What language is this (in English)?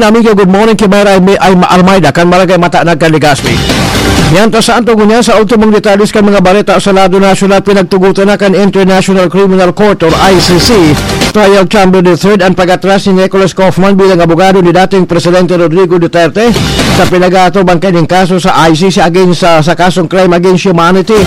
Bikol